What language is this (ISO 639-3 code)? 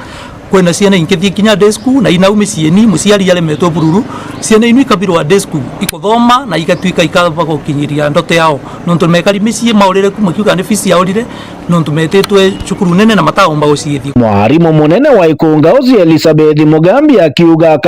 mer